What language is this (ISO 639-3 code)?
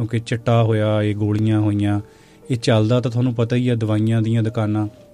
pan